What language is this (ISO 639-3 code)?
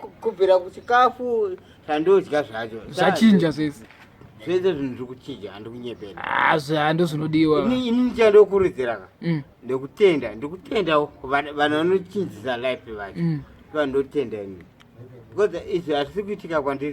sna